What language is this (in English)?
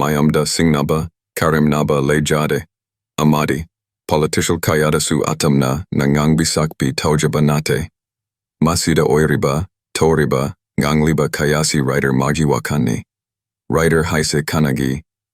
Manipuri